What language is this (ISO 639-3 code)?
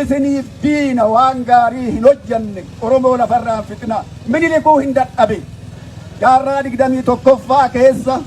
orm